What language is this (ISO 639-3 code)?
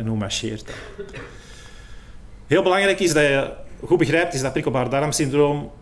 nld